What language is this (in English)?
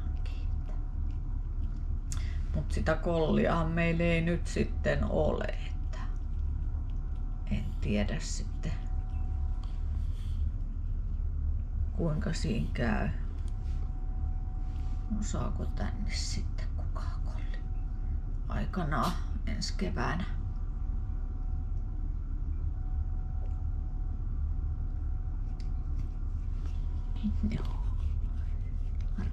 Finnish